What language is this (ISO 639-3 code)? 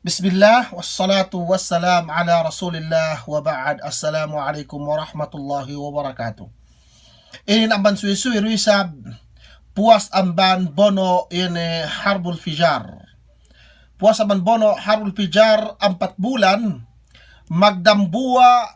yka